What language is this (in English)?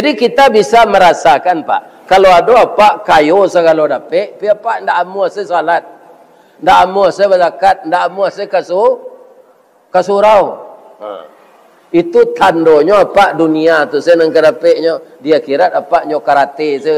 Minangkabau